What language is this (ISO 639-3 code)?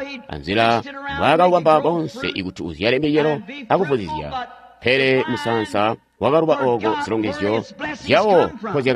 toi